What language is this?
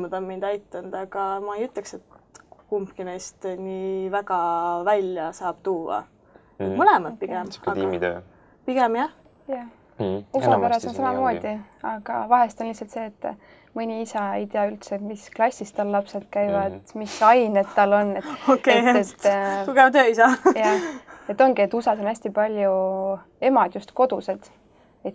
Estonian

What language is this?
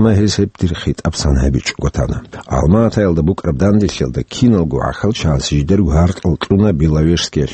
Avaric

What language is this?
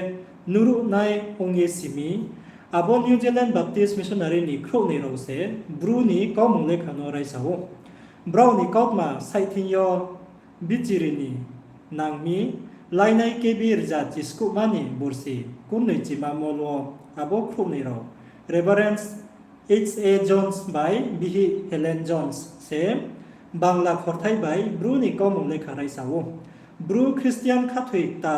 Riang (India)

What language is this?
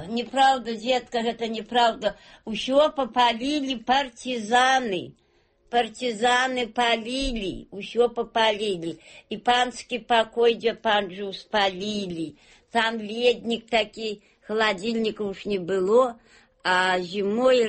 Belarusian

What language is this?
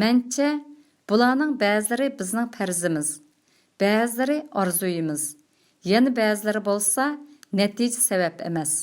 Uyghur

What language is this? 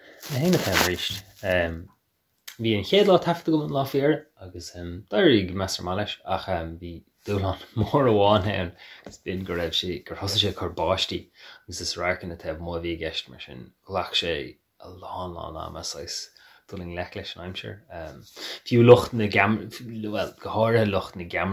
Irish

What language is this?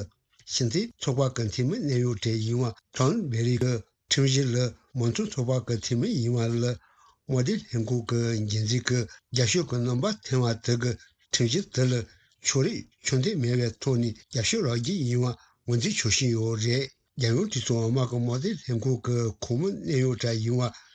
Tibetan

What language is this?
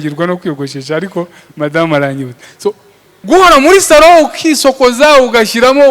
Kinyarwanda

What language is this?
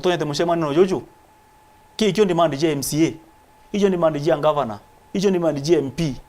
Meru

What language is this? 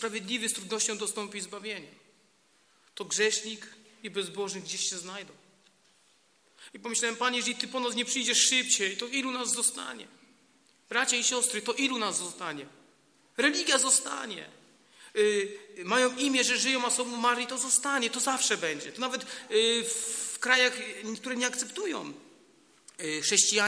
Polish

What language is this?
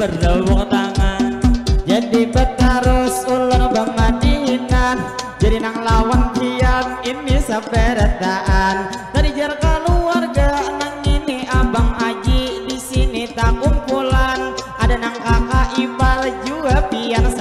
Banjar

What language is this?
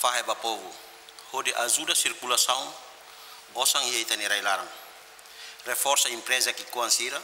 Tetum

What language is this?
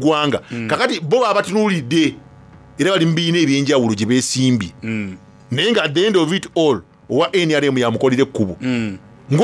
Soga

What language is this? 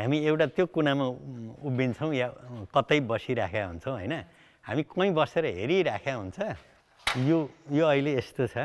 Nepali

